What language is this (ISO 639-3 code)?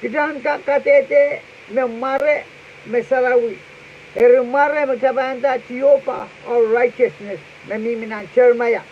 pon